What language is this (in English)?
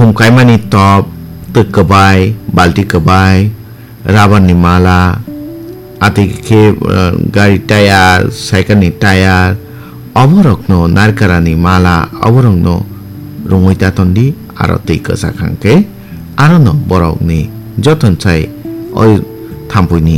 Kok Borok